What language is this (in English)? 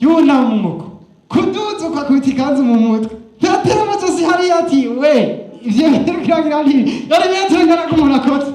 Rundi